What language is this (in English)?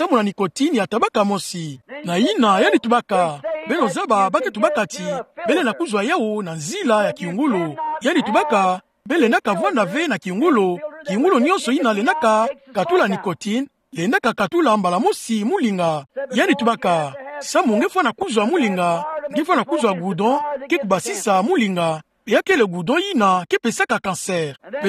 Kituba (Democratic Republic of Congo)